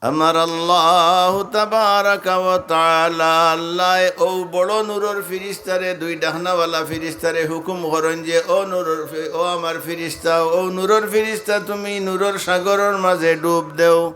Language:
Sylheti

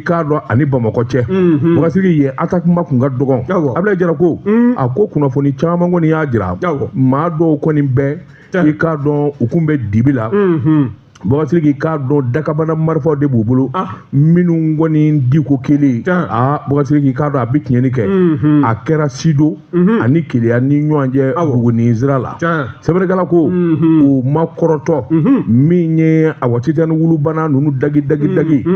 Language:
Bambara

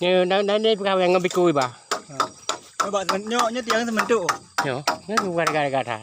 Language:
Achinese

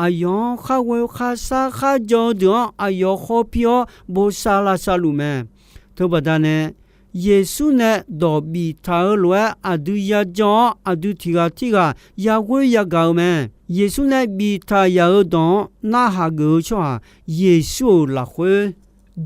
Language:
Akha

